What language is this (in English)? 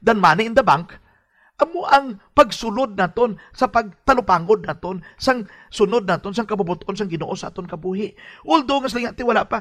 Hiligaynon